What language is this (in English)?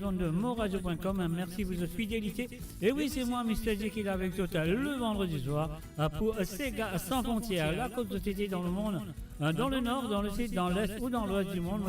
Morisyen